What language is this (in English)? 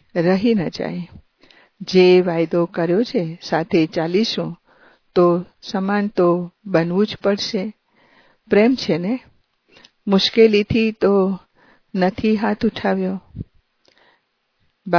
Gujarati